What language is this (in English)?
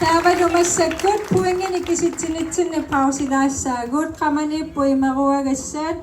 Kalaallisut